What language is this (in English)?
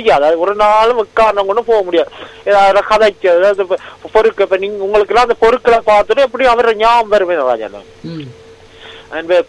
Tamil